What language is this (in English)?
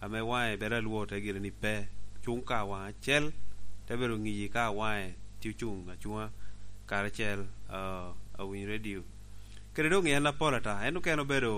Lango (Uganda)